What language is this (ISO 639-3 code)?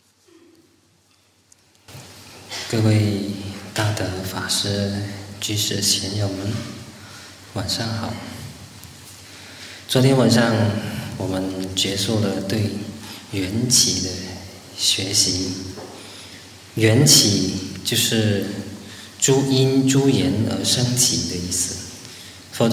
zho